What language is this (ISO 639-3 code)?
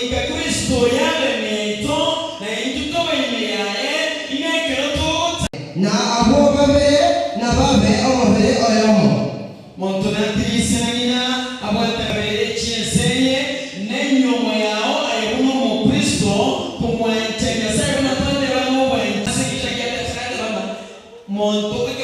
guz